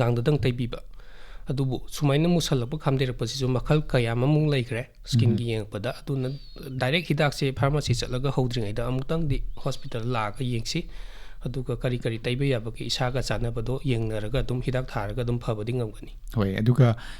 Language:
Manipuri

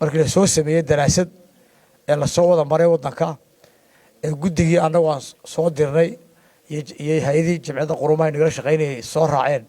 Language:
Somali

